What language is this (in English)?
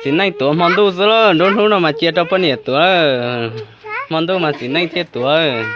Hmong